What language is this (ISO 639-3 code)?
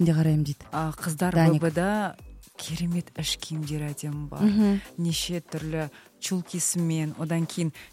kaz